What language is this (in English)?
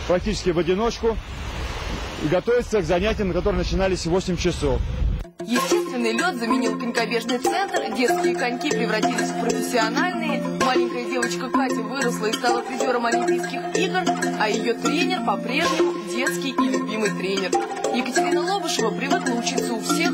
Russian